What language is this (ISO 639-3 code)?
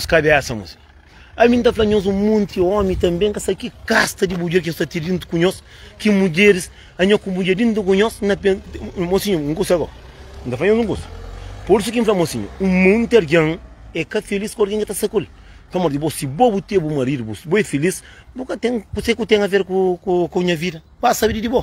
kea